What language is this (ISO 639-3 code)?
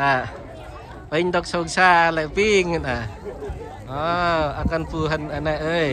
cmo